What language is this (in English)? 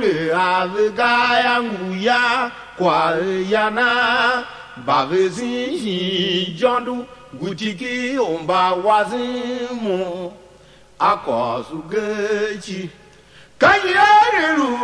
Tiv